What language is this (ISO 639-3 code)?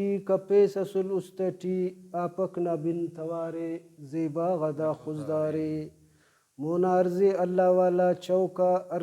brh